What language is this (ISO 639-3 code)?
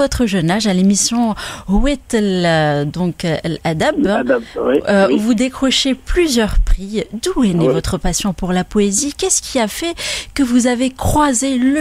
fra